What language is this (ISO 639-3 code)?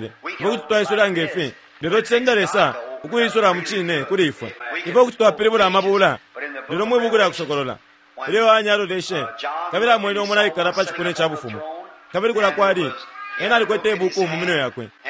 bem